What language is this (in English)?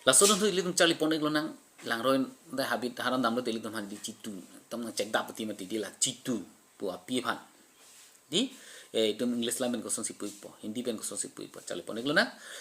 Karbi